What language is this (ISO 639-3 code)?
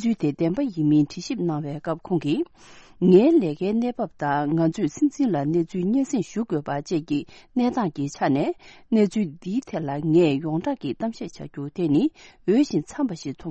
bod